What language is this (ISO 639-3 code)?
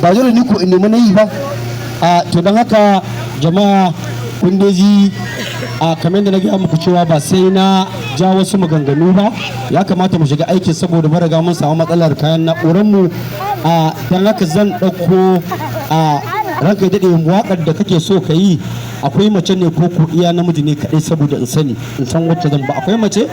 hau